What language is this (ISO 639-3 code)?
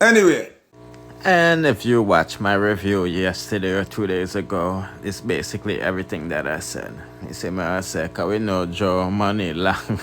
jam